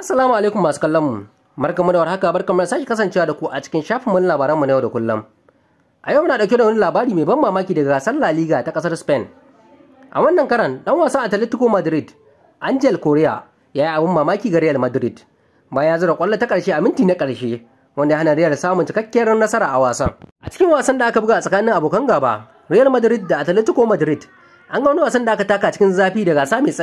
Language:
Hausa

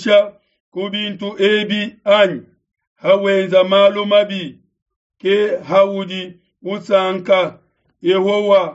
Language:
Luba-Lulua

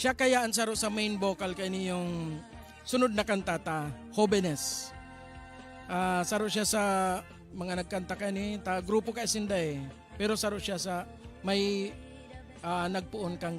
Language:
Bikol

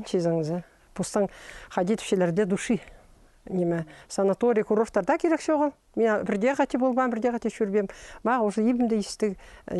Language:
Khakas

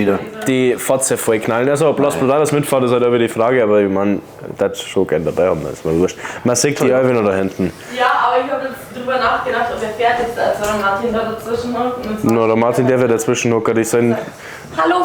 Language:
Bavarian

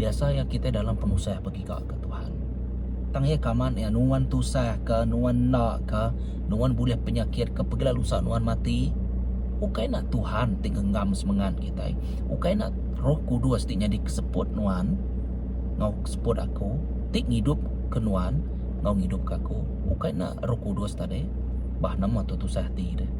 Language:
Iban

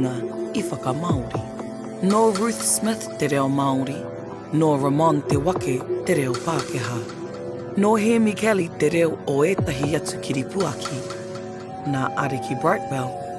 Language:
Māori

